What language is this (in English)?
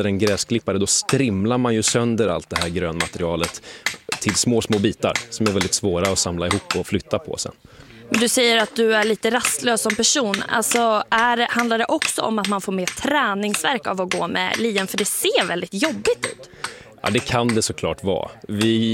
Swedish